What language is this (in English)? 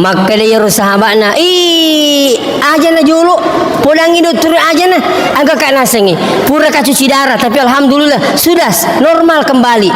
Buginese